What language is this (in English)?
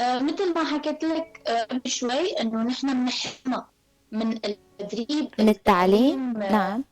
North Levantine Arabic